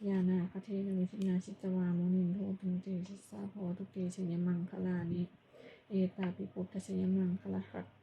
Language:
Pali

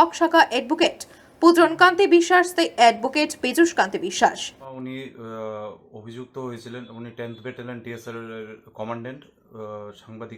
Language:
Kok Borok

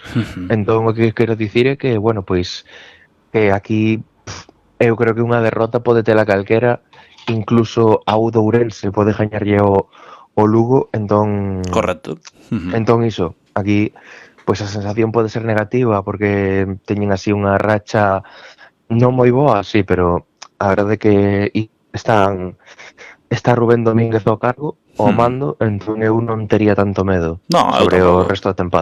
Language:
Galician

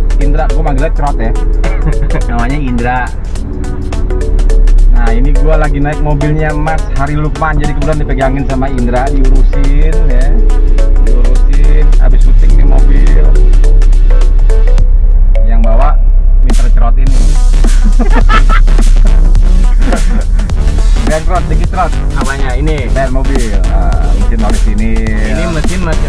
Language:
Indonesian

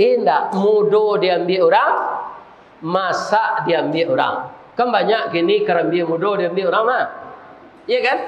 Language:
Minangkabau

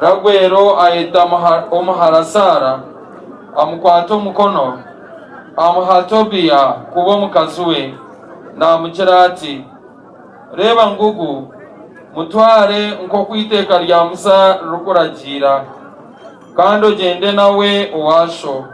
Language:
Nyankole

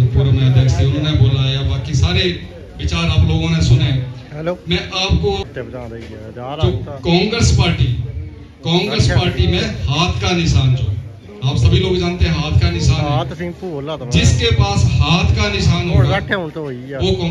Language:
Hindi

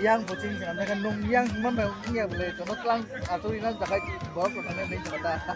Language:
Kok Borok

